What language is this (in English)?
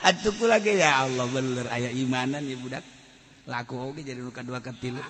Sundanese